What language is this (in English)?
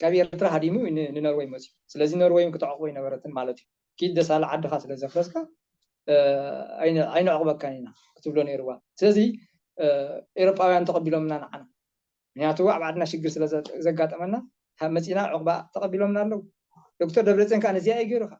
Tigrinya